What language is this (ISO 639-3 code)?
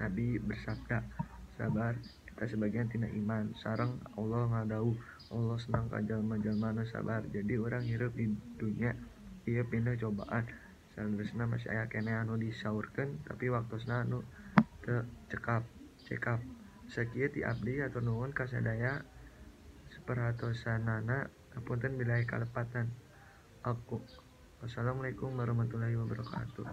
sun